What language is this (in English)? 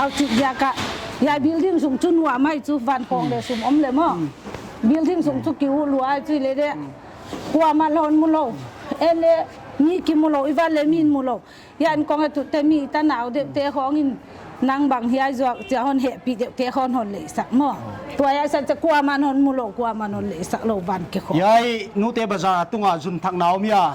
Paite Chin